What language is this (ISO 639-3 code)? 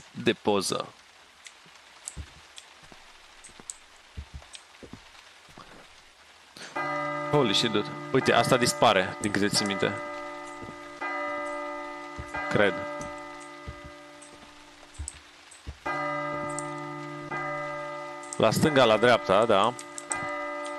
ron